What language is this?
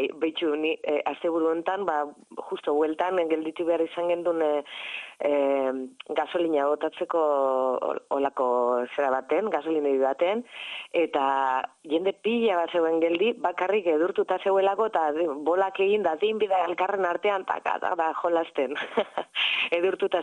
Basque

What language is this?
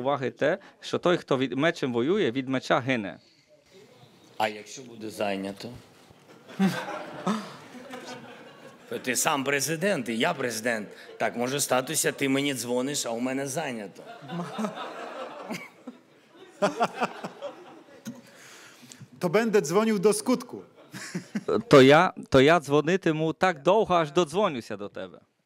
Ukrainian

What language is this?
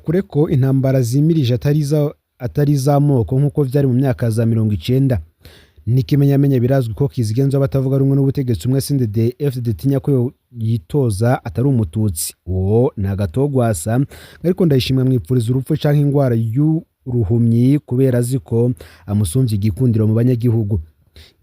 Rundi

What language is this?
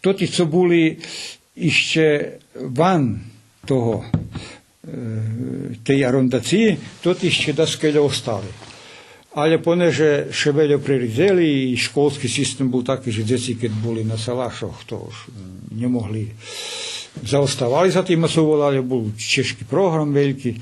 Rusyn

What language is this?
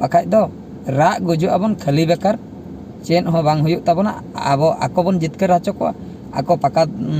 Santali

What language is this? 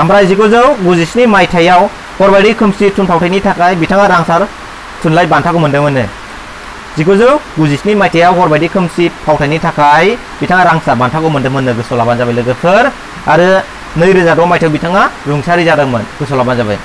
Bodo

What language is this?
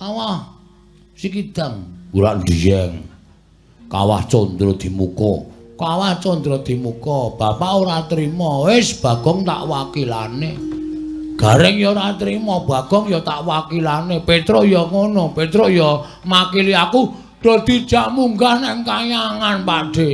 Javanese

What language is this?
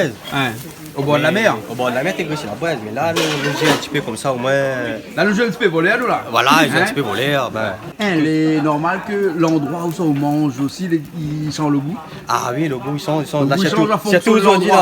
Réunion Creole French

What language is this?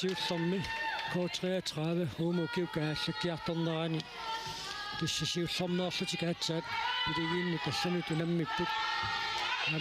Kalaallisut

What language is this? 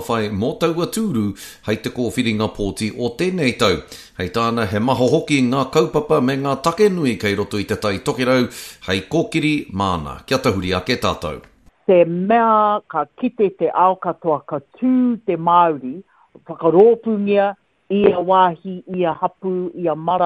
Māori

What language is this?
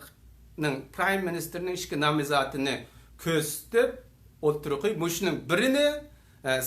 Uyghur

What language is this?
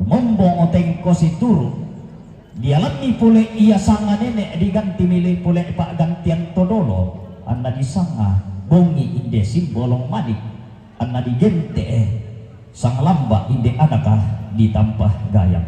Toraja-Sa'dan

